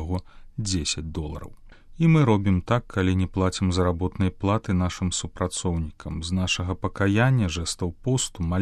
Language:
Belarusian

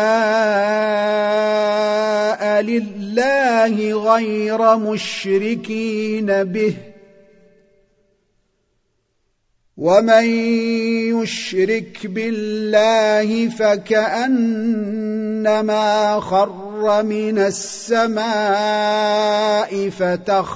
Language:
Arabic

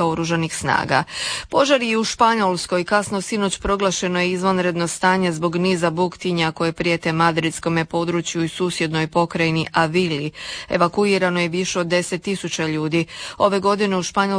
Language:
Croatian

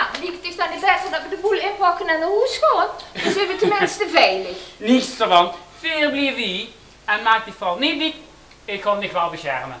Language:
Limburgish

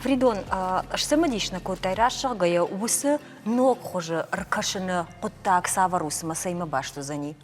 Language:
Ossetic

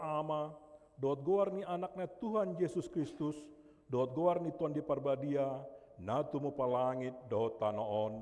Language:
Batak Toba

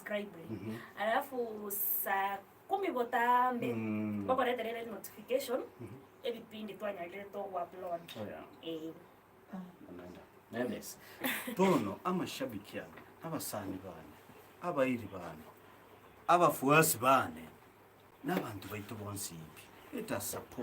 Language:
Gusii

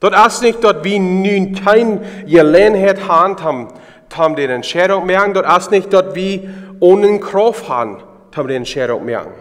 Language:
Plautdietsch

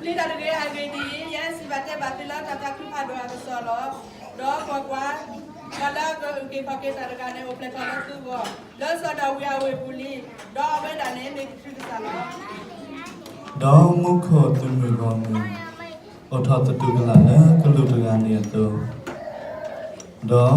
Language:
S'gaw Karen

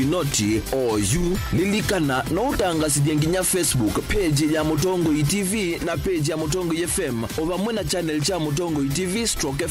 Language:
Kamba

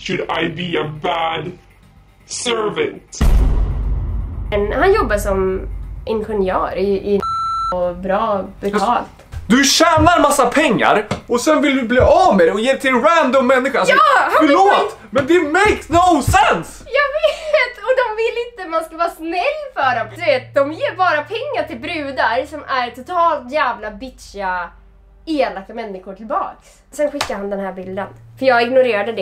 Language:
Swedish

